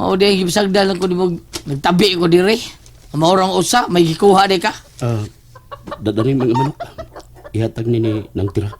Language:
Cebuano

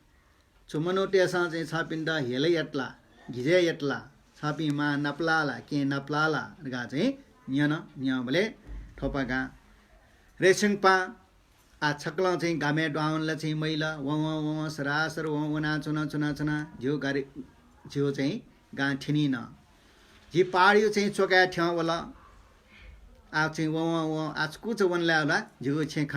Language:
Newari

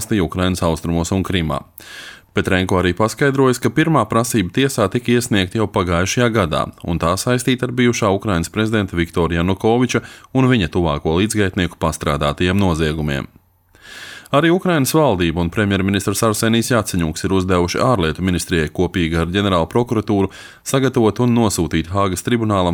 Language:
Latvian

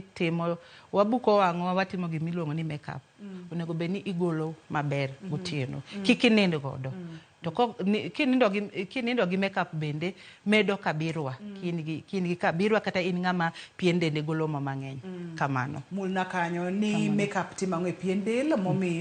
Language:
Luo (Kenya and Tanzania)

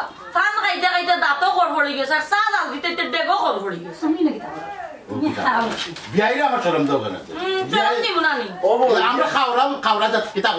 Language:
Sylheti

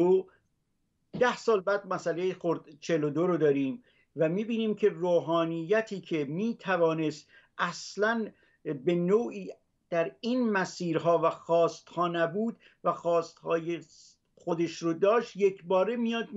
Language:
Persian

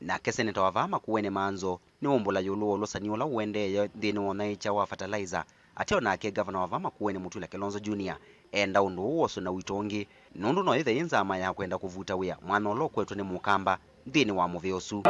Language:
Kamba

